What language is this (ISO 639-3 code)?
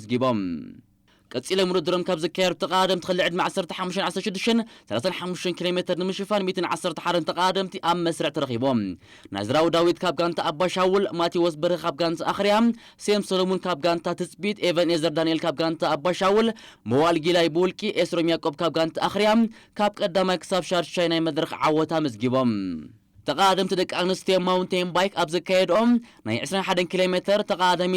tir